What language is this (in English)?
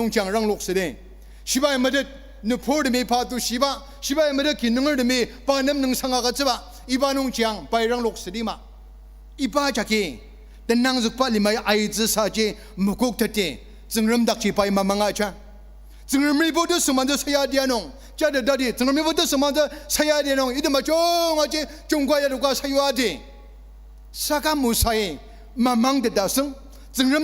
Ao Naga